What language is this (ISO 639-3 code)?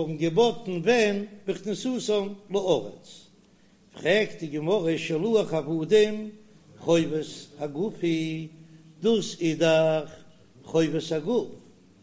yid